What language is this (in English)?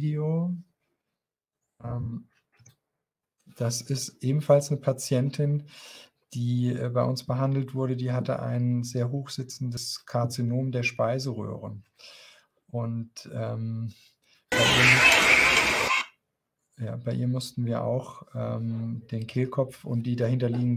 German